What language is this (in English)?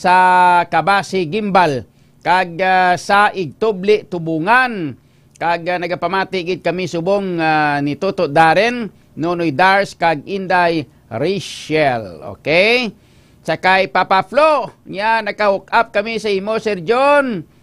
Hiligaynon